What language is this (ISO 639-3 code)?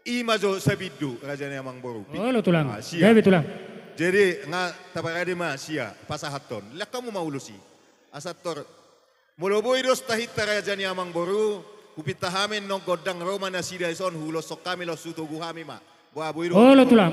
bbc